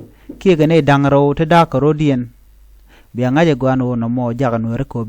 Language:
Nuer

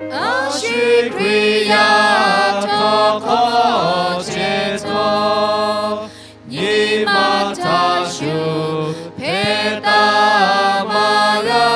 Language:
Lahu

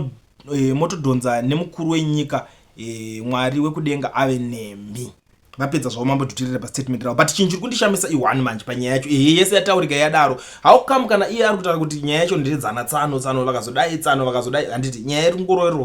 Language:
Shona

